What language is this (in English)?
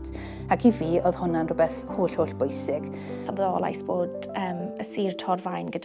Welsh